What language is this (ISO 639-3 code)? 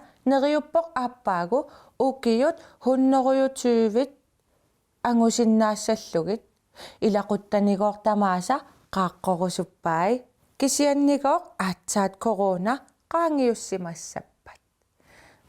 kal